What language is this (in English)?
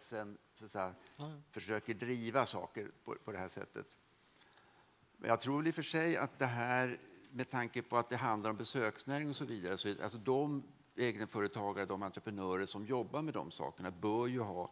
Swedish